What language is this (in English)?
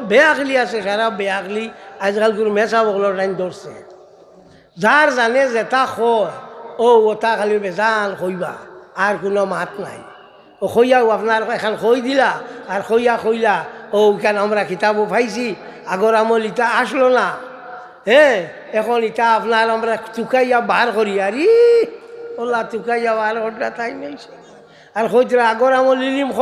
Sylheti